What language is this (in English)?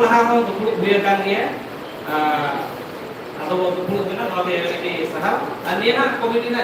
Santali